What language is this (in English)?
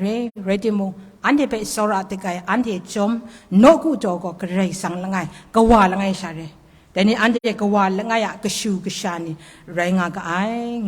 Kachin